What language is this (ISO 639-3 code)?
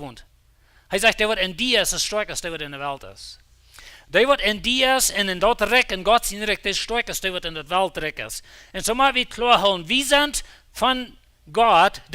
pdt